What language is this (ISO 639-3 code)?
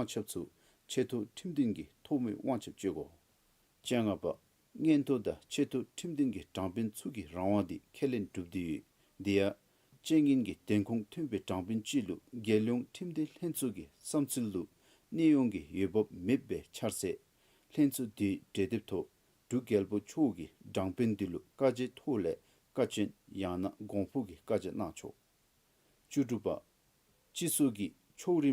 dzo